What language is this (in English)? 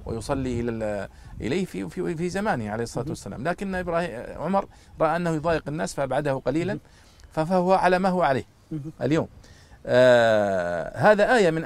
Arabic